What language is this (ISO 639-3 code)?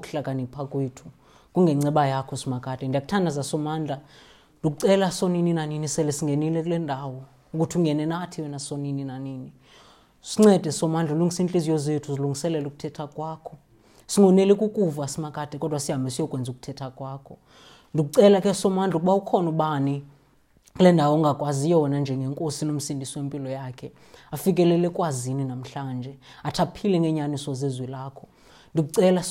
xho